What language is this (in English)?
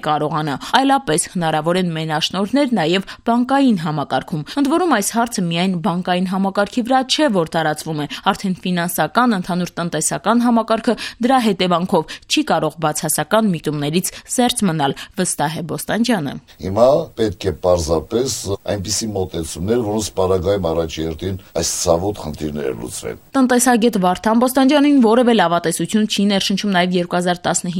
Armenian